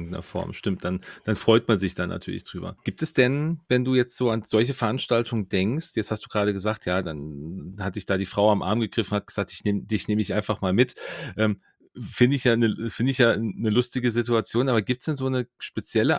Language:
German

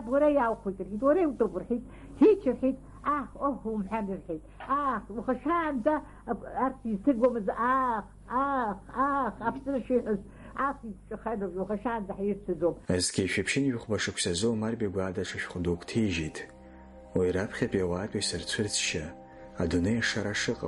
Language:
Abkhazian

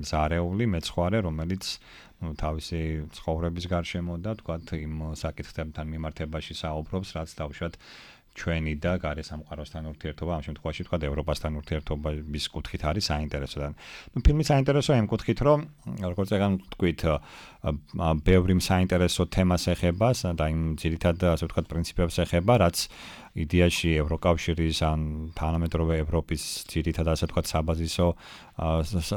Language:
Georgian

